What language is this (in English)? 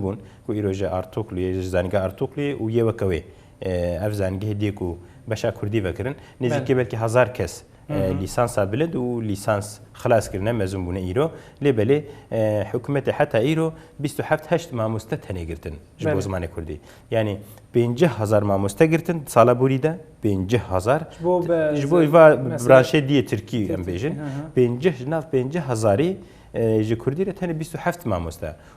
Kurdish